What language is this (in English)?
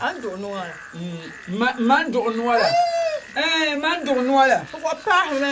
Dagbani